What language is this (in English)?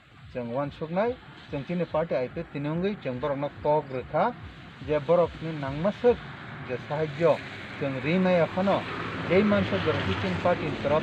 Kok Borok